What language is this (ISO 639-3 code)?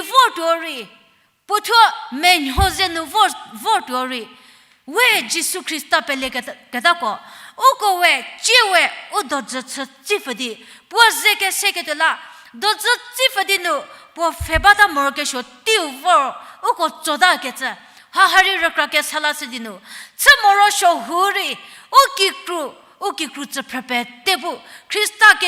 njm